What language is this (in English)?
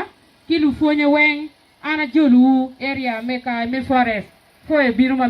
Acoli